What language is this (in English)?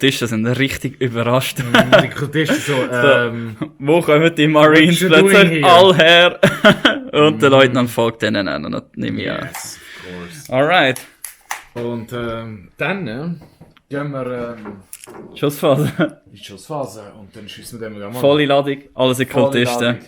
Swiss German